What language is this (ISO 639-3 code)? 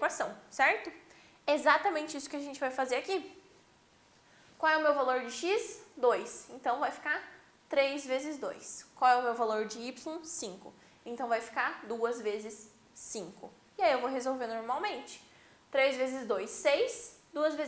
por